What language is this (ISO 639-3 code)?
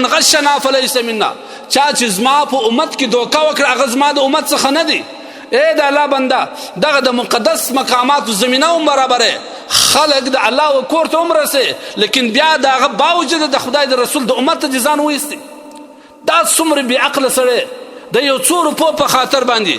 pus